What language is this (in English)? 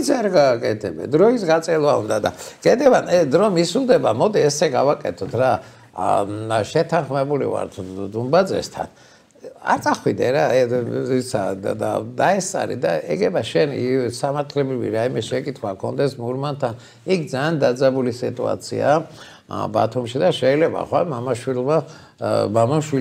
Georgian